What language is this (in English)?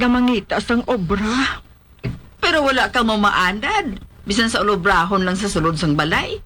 Hiligaynon